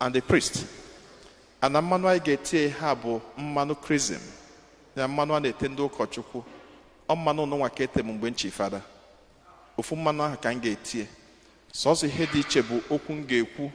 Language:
Igbo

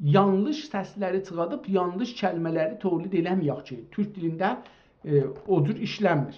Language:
South Azerbaijani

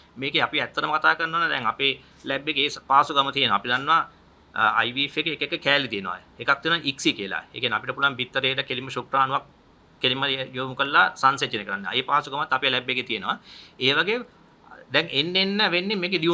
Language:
Sinhala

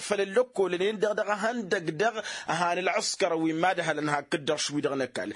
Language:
Tamasheq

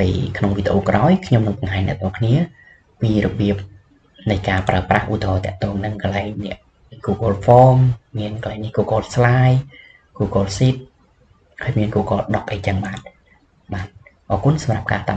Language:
Khmer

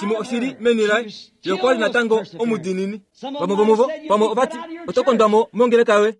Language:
Kuanyama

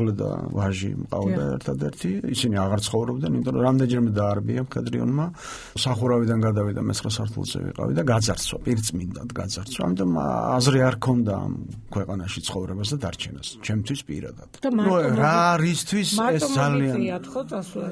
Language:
Georgian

